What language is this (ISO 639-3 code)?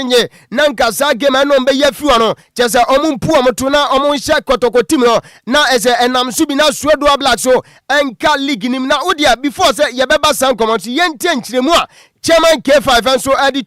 aka